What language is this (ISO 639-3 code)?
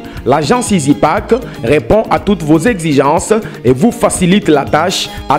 lua